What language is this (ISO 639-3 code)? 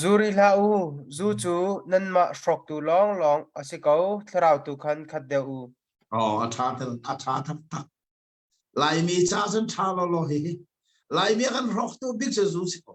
cnh